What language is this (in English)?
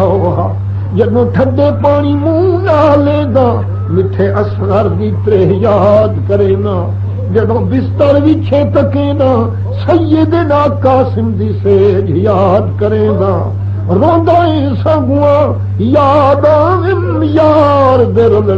Saraiki